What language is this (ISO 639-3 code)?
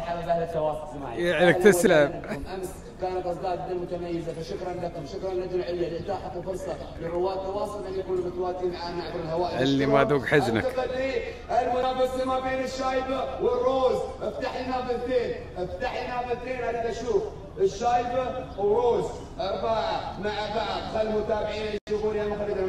afb